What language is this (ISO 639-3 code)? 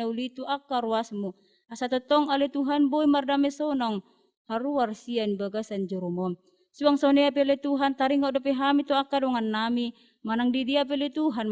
bbc